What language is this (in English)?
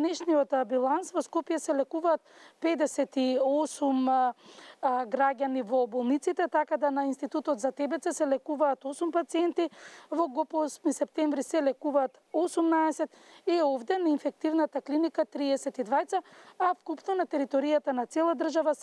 Macedonian